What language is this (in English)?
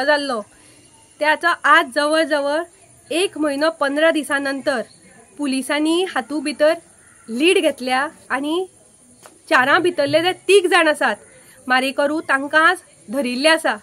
Konkani